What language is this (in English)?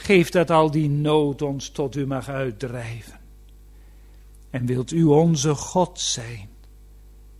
Dutch